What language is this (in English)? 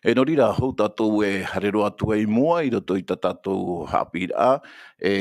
Tahitian